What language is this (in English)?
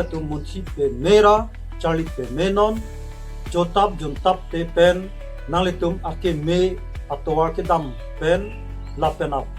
Karbi